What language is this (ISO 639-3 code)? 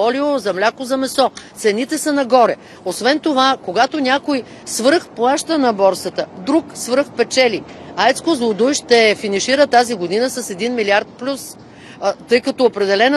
bul